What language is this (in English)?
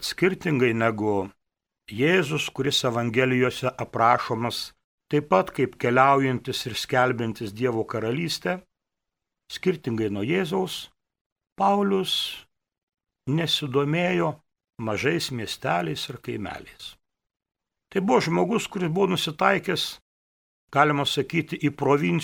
Lithuanian